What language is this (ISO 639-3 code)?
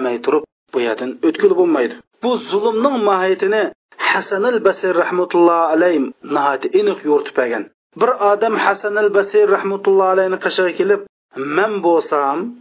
uig